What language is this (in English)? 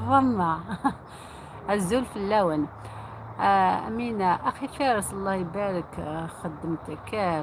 Algerian Arabic